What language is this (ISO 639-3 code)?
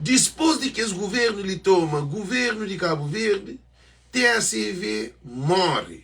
kea